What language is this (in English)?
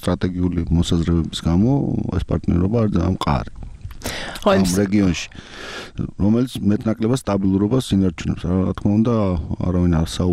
Georgian